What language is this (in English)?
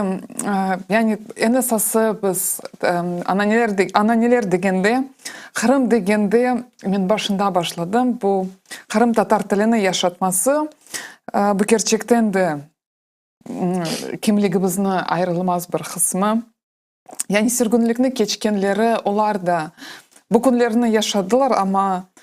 Crimean Tatar